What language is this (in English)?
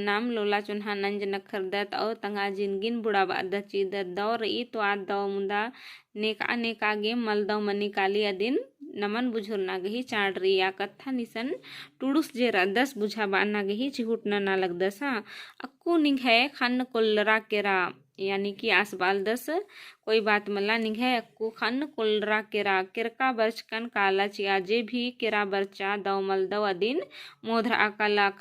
Kurukh